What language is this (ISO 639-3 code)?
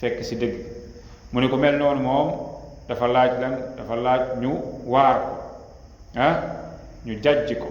wol